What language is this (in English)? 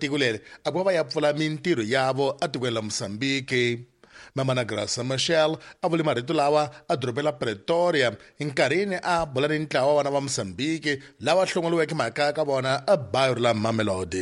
Tsonga